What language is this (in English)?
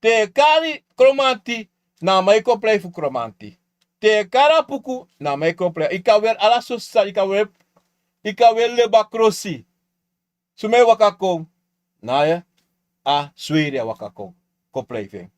Sranan Tongo